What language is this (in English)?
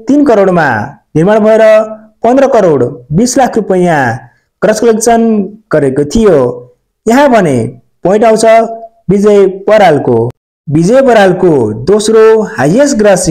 Nepali